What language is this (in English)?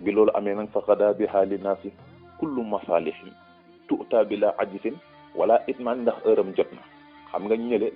Wolof